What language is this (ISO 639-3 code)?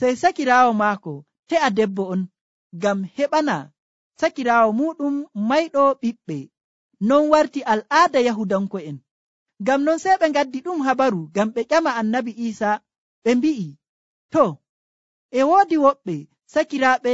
fuv